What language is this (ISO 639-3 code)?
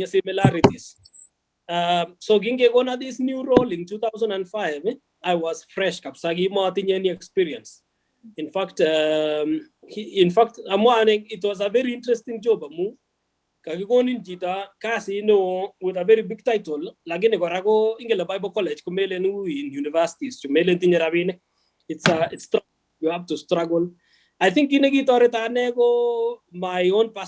kln